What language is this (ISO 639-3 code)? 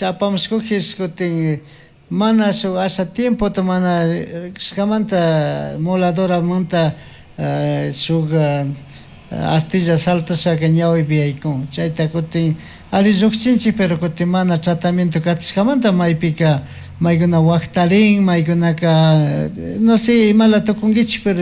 qug